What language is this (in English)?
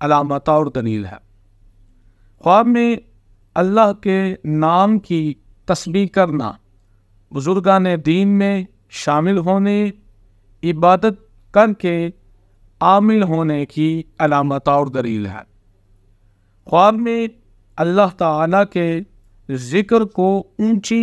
Urdu